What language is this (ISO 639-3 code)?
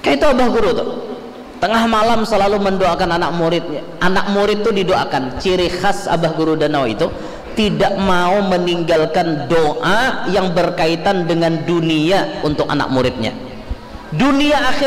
bjn